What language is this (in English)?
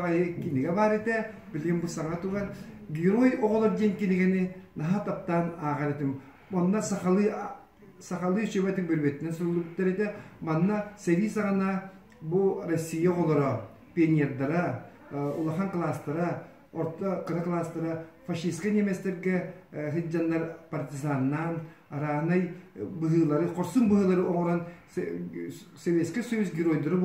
Yakut